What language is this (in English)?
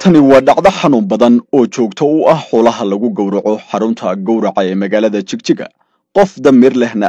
Somali